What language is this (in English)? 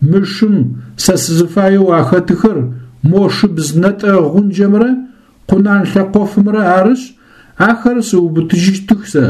Adyghe